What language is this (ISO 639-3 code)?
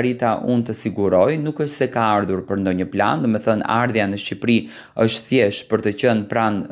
sqi